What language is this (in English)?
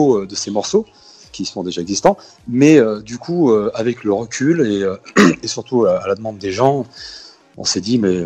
French